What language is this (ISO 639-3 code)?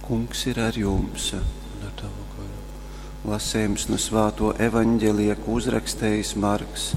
ltg